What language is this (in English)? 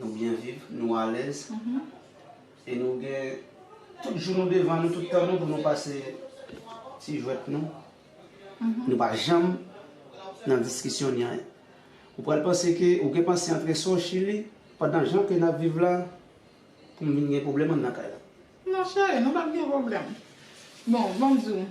Haitian Creole